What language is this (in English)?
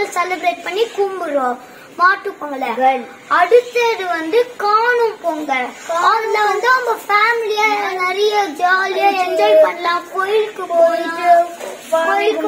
Tamil